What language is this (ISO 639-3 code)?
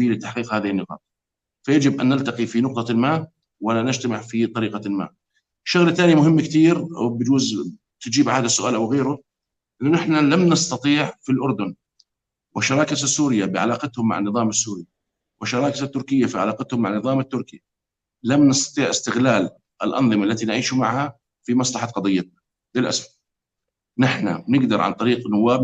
apc